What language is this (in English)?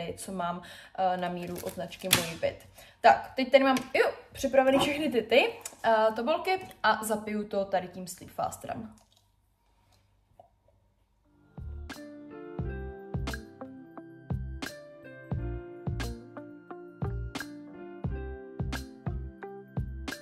Czech